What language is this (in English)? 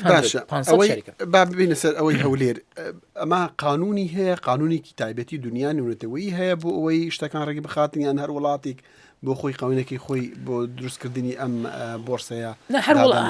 Central Kurdish